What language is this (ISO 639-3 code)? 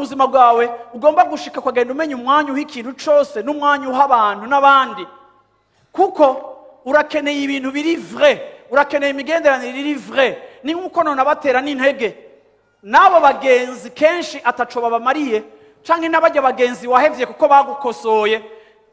run